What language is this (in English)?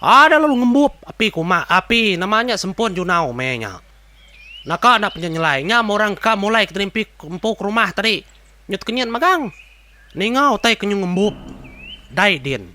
Iban